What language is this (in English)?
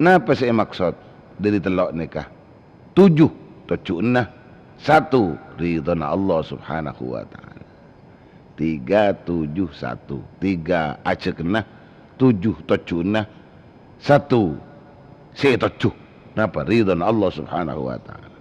Madurese